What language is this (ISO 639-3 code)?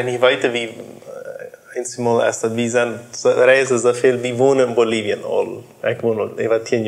pdt